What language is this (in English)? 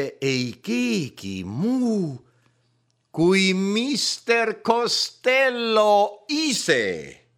Estonian